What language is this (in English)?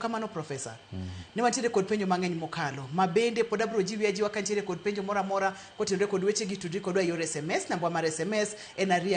Luo (Kenya and Tanzania)